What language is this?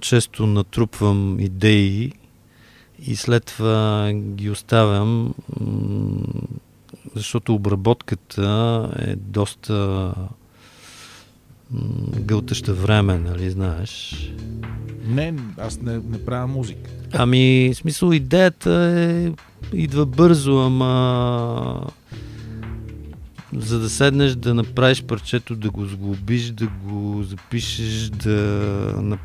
Bulgarian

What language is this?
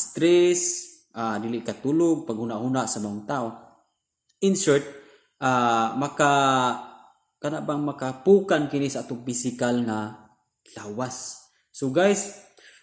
Cebuano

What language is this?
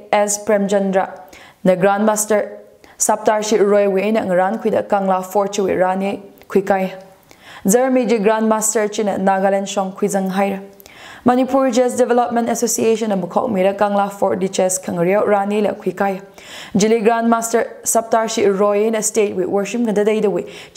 Tangkhul Naga (India)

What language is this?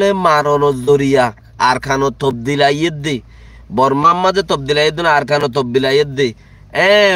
Rohingya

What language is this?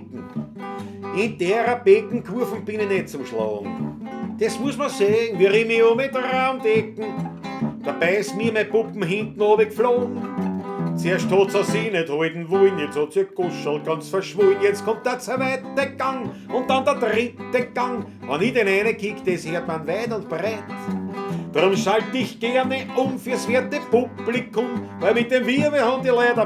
Bavarian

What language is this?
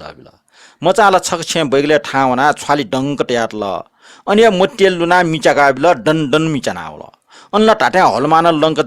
Newari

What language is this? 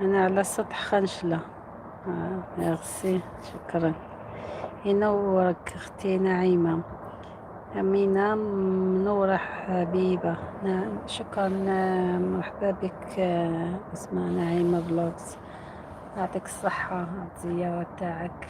Algerian Arabic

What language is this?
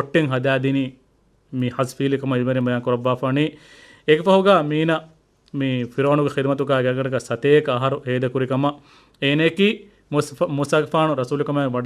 Divehi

